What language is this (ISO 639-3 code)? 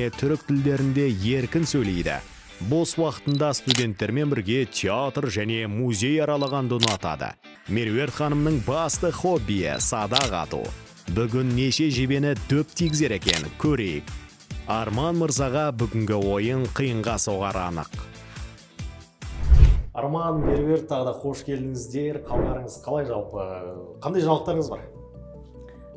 kaz